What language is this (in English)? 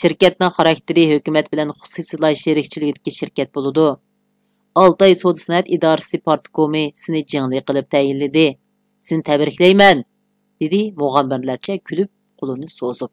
Uyghur